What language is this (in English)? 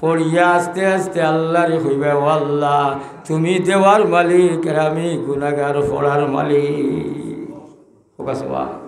Sylheti